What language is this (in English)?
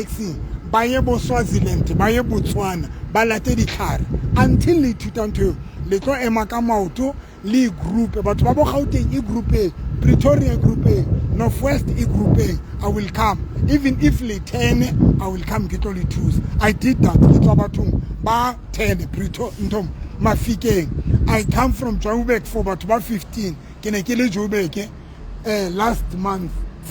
Southern Sotho